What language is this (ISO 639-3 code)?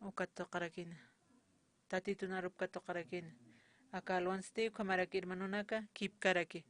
aym